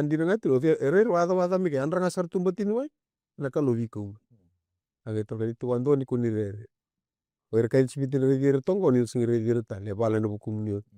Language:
Fijian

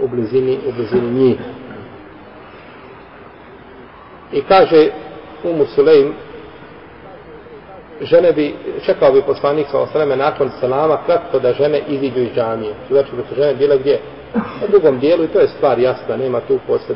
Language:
Bosnian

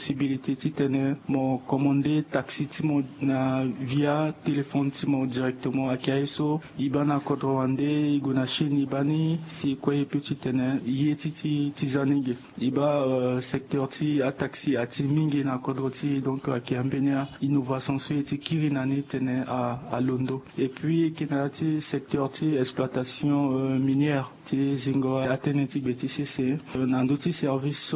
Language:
Sango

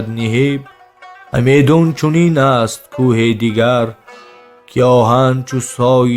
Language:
Tajik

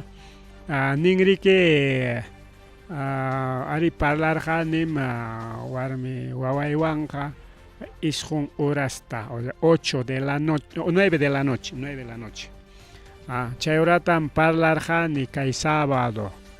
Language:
Ayacucho Quechua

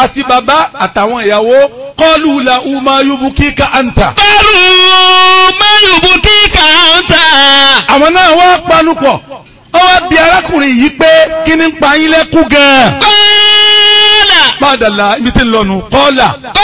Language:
Yoruba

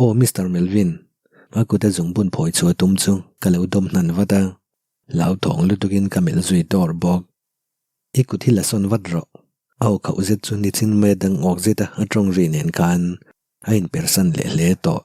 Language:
Mizo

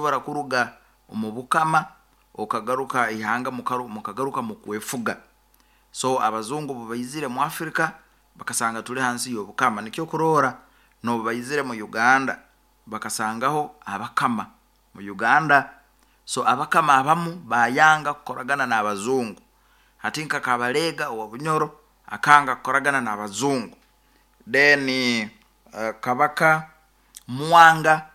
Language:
Nyoro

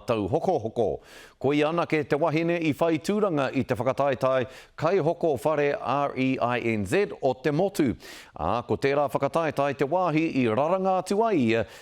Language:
Māori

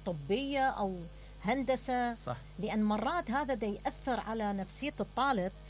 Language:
Mesopotamian Arabic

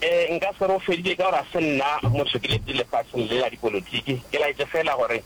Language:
Northern Sotho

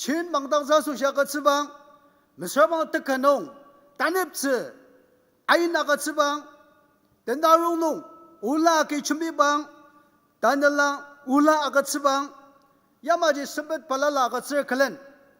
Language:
Ao Naga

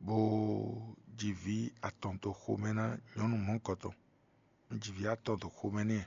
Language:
Fon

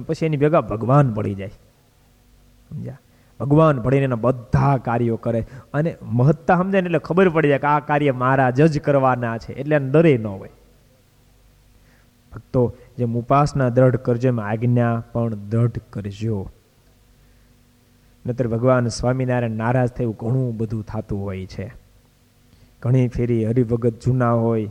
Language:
Gujarati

